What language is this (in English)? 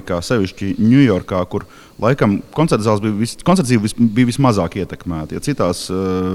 Latvian